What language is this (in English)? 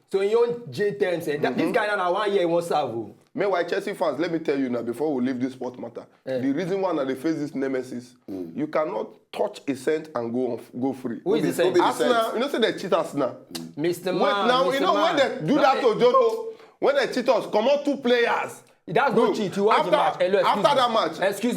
Nigerian Pidgin